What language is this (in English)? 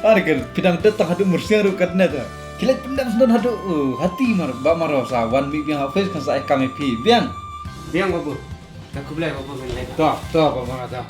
Khasi